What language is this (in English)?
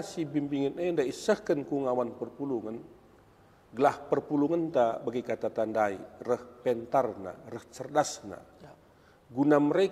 Batak Karo